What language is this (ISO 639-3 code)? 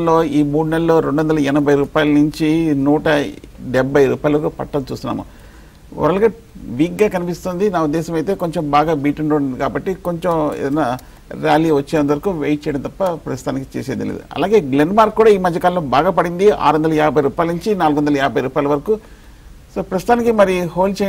tel